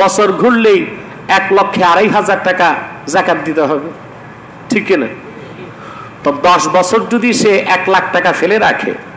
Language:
Bangla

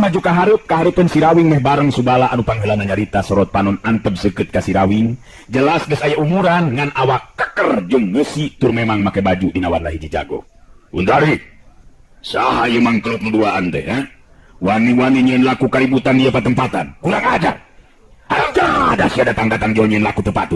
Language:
Sundanese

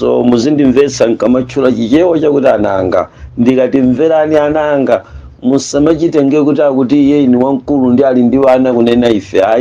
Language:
Nyanja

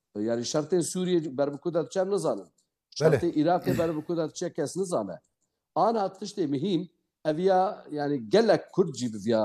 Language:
Kurdish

